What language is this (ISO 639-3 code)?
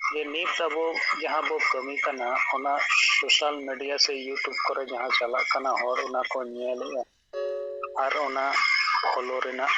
sat